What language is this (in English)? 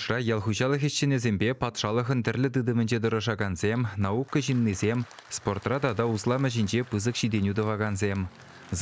Chuvash